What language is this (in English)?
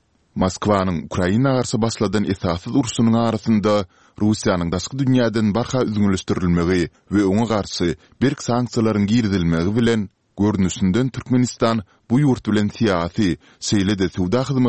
Turkmen